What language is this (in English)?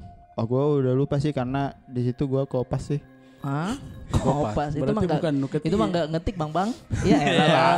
Makassar Malay